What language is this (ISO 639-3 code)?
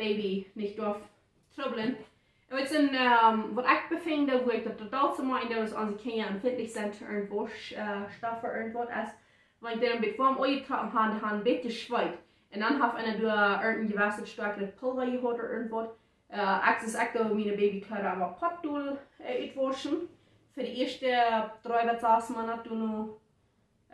pdt